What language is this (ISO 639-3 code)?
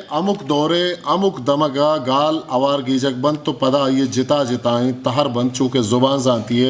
bgp